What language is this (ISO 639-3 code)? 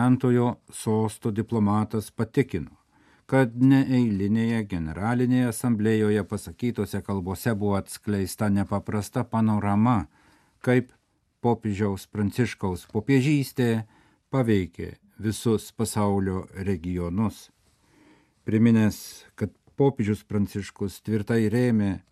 lit